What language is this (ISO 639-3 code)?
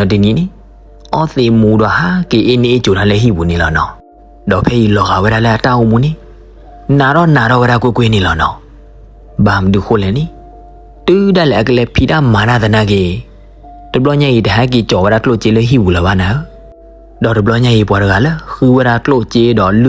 ksw